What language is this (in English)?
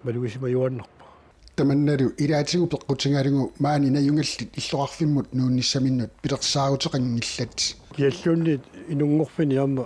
Kalaallisut